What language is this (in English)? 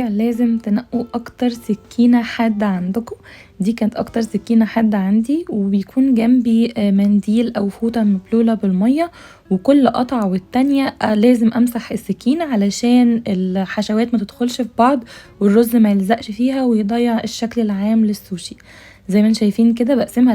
Egyptian Arabic